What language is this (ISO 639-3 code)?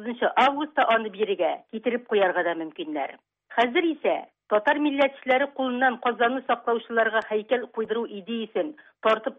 tat